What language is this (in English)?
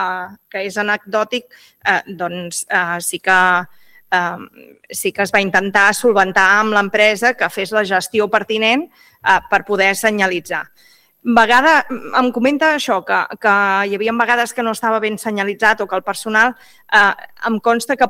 Catalan